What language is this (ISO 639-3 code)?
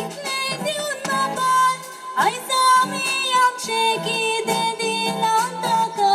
kok